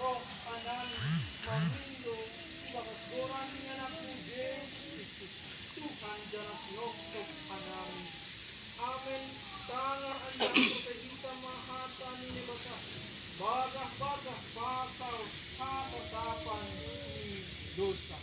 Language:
Batak Simalungun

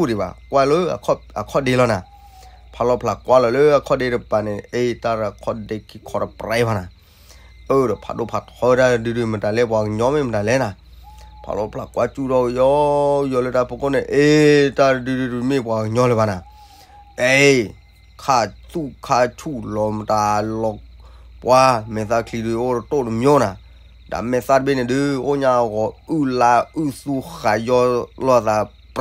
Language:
S'gaw Karen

